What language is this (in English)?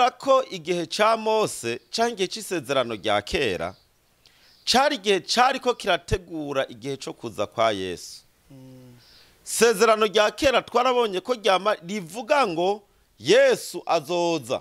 Rundi